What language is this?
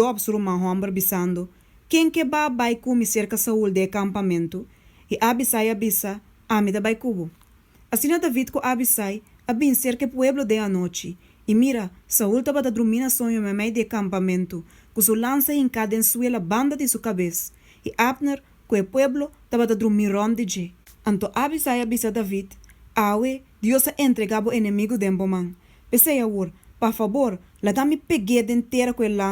Papiamento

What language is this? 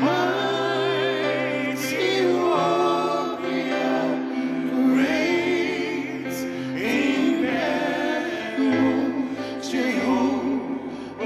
Tongan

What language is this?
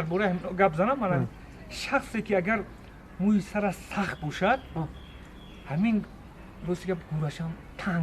Tajik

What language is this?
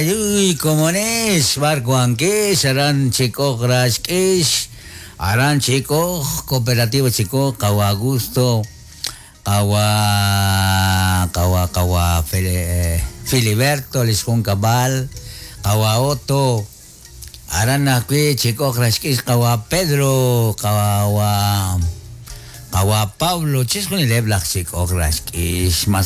Kekchí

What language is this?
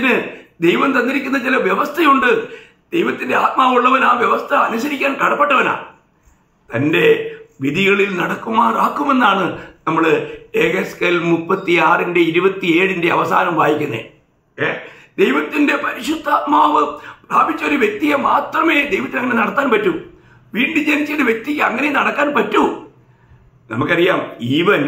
Malayalam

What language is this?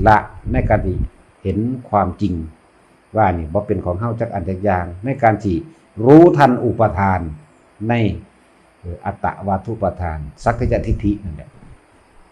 Northeastern Thai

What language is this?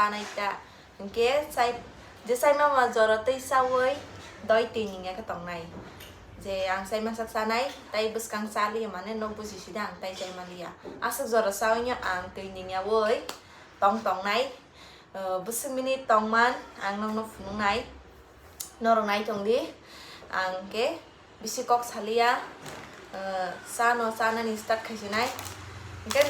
Kok Borok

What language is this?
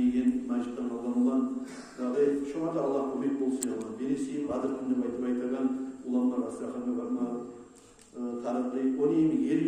Kumyk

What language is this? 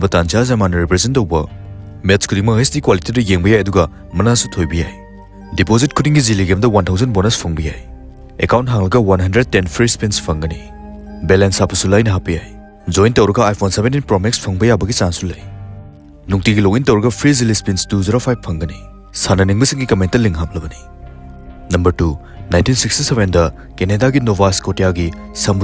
Manipuri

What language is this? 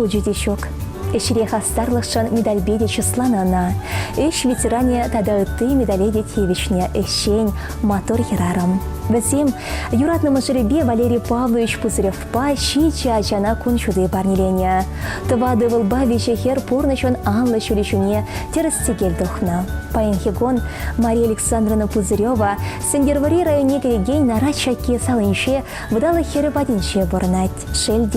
Chuvash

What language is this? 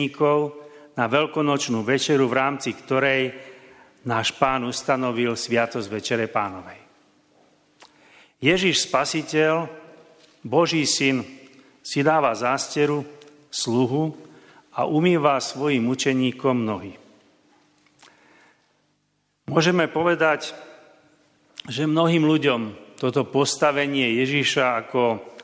Slovak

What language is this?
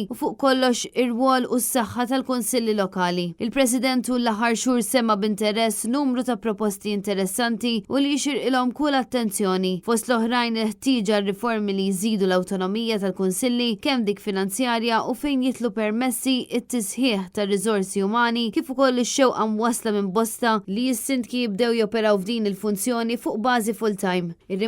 Maltese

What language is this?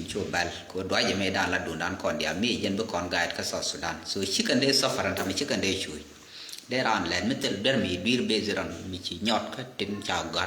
Nuer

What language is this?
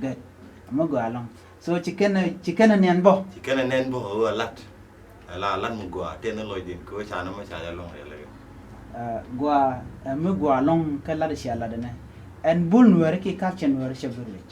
Nuer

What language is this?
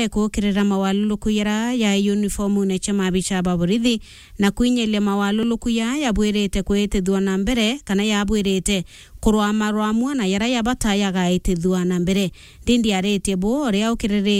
Meru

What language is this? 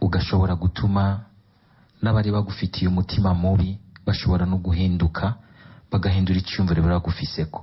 Rundi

